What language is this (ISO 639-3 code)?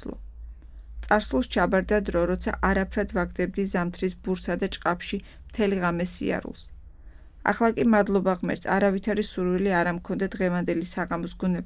kat